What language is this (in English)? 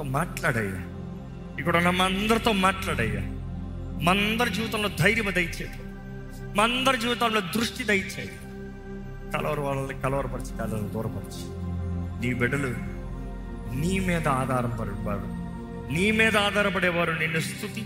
Telugu